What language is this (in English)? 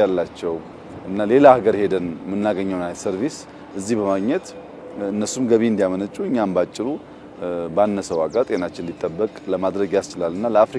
Amharic